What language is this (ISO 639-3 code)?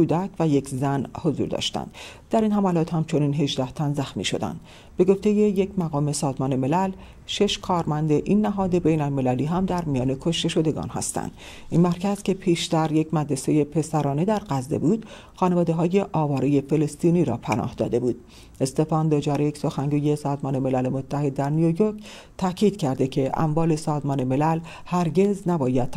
fas